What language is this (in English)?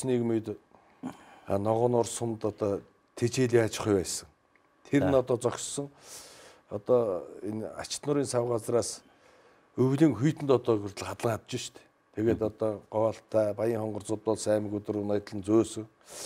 Mongolian